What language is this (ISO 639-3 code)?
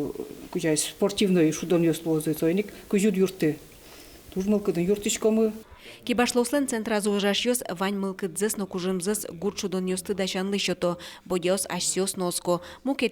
udm